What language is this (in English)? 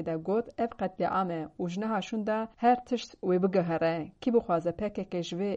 Kurdish